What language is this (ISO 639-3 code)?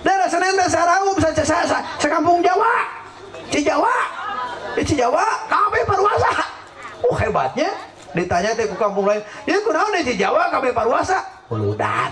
sun